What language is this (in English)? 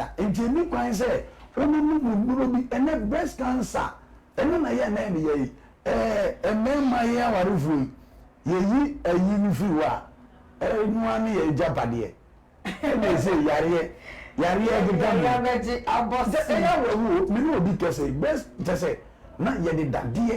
Akan